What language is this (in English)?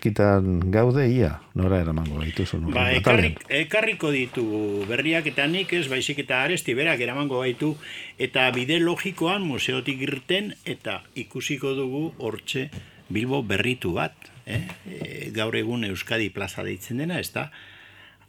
Basque